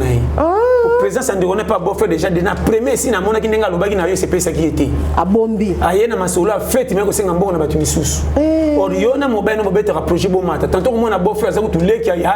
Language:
Lingala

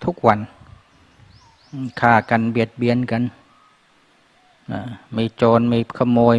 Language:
Thai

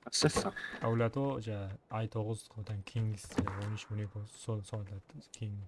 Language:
Kara-Kalpak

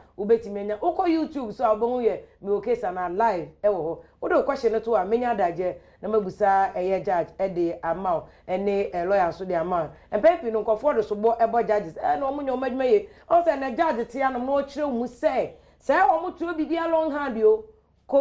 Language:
Akan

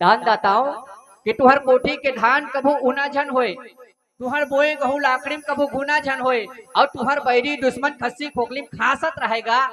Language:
Chhattisgarhi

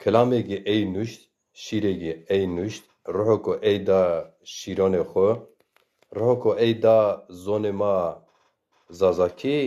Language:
Zaza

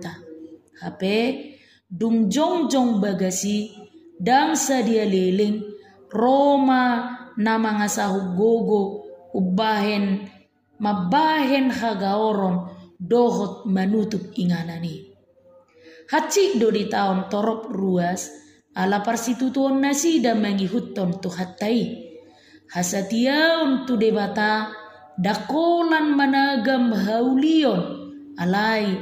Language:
Batak Toba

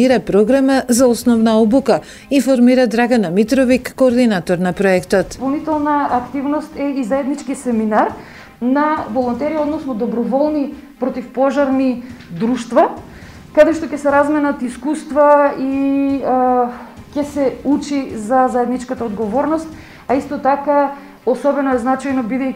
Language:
Macedonian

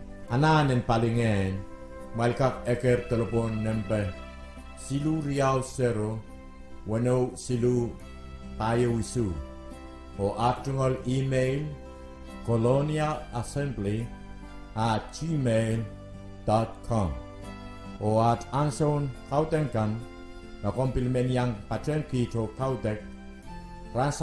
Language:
Pohnpeian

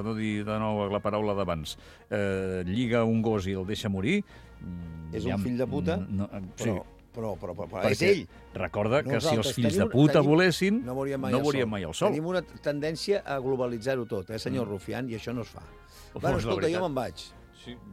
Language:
Catalan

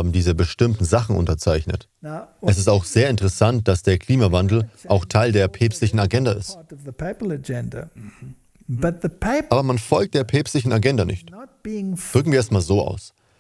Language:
German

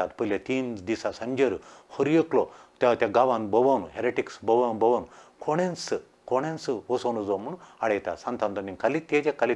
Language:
Konkani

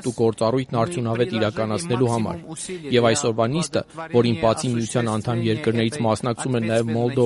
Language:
Armenian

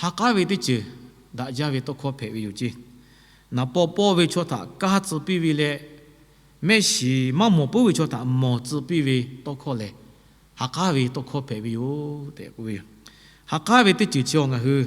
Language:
Lahu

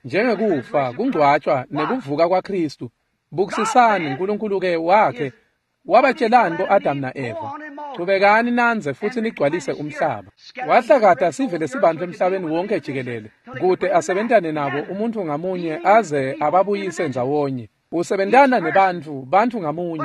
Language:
Swati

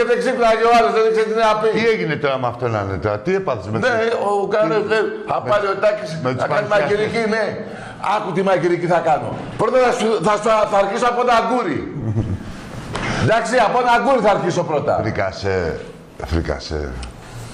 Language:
Greek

